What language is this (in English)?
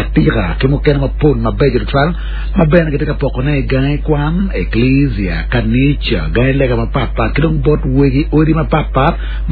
Acoli